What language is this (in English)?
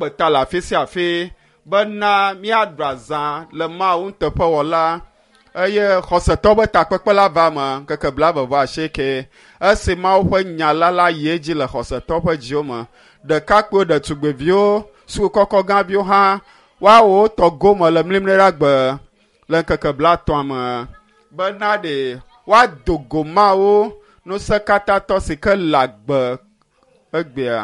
Ewe